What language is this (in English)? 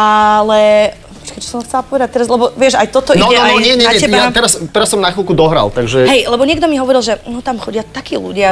Slovak